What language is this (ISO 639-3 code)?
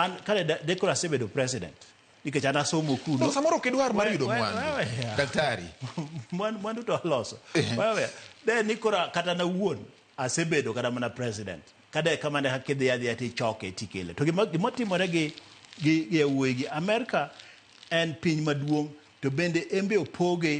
luo